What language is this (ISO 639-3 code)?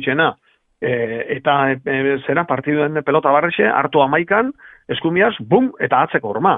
eus